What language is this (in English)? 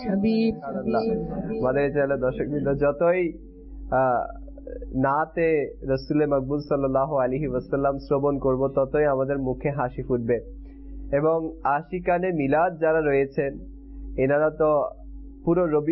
Bangla